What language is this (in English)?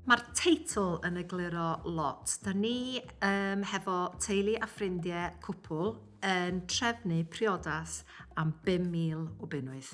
Welsh